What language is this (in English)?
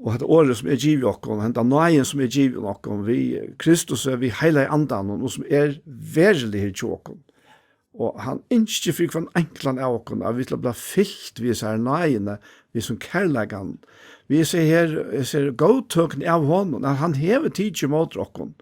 Faroese